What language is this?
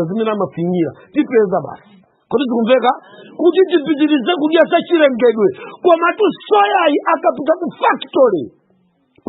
Nyanja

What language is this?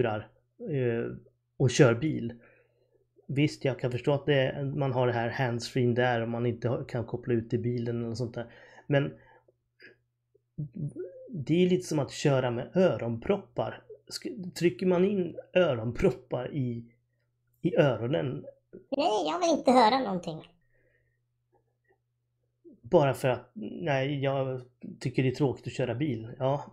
Swedish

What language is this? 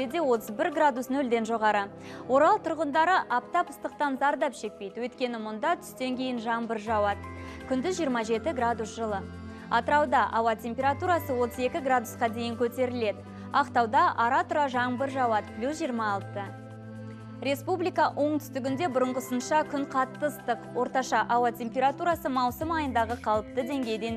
Kazakh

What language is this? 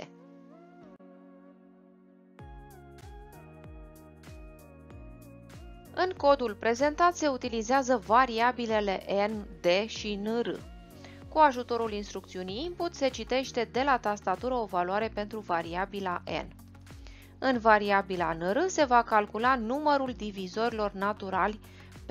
Romanian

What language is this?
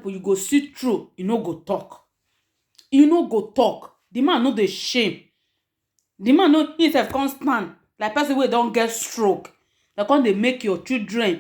Nigerian Pidgin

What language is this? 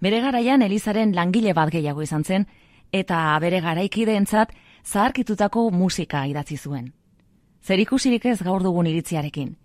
Basque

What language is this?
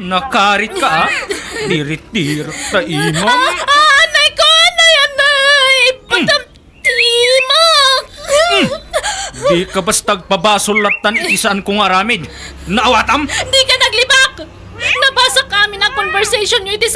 Iloko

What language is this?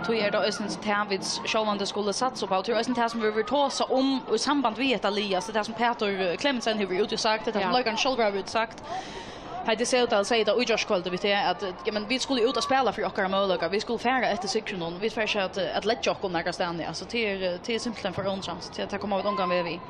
Faroese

